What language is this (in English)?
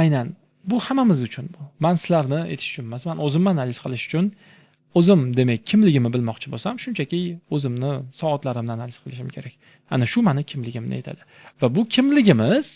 Uzbek